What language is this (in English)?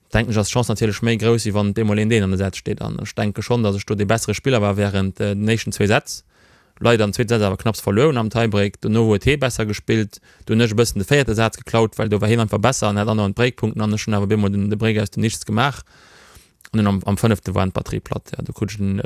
Luxembourgish